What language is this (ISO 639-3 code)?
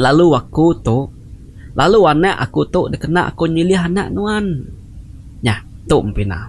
iba